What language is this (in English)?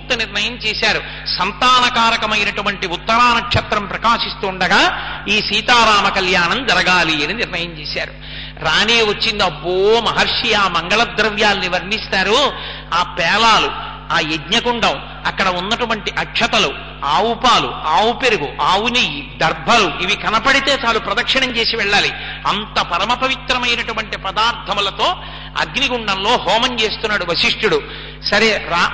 Telugu